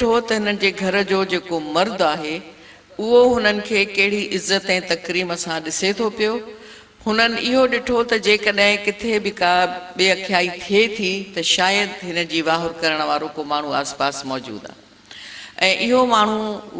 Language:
Sindhi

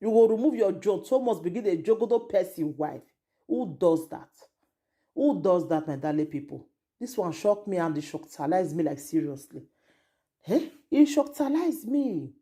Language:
Nigerian Pidgin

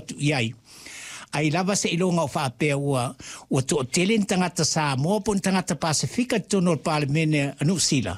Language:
Samoan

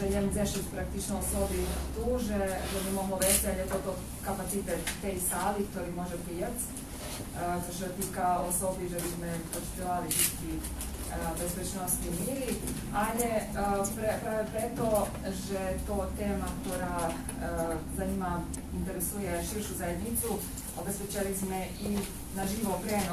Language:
Rusyn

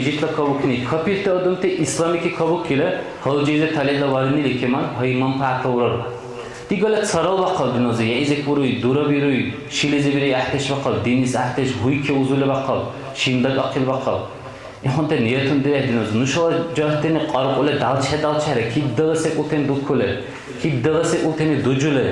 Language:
Dargwa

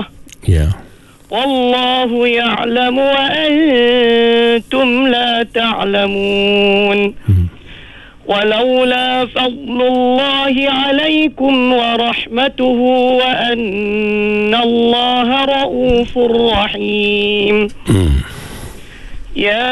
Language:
Arabic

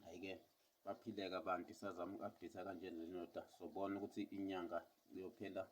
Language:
Zulu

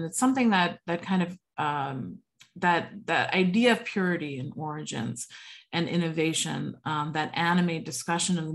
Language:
English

